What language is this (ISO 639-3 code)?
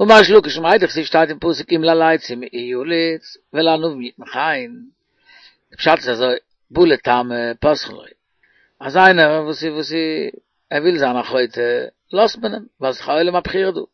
yid